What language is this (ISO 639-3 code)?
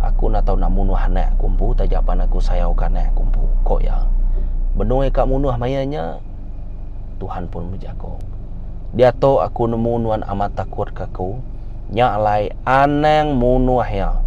iba